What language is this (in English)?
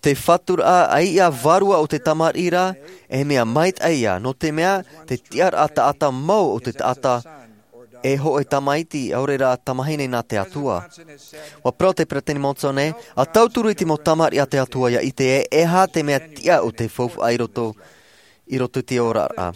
Tahitian